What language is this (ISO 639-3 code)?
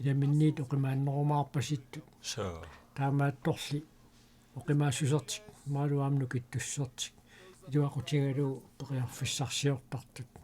kal